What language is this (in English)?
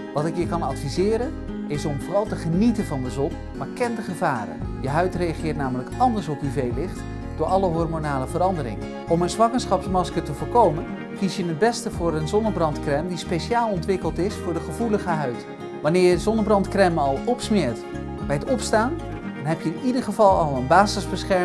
Dutch